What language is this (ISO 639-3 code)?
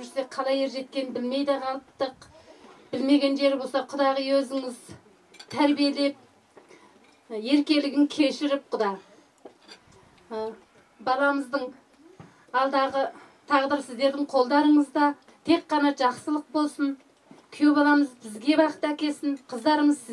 kaz